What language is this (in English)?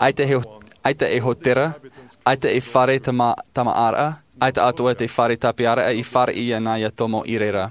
Tahitian